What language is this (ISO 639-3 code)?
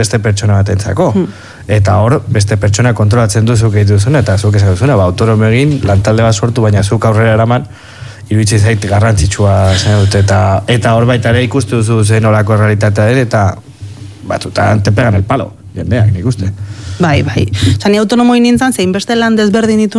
eus